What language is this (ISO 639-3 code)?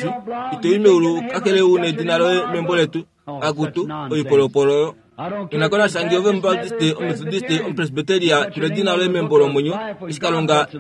kua